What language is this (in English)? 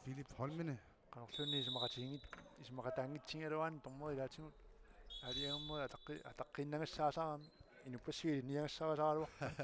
Kalaallisut